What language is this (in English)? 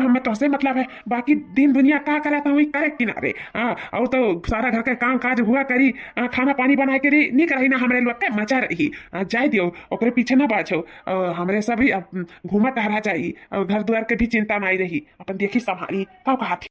Awadhi